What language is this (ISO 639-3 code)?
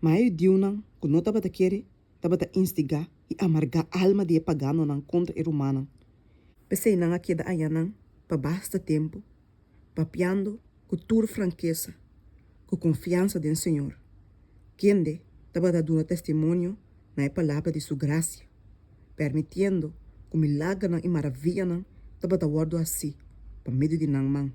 pap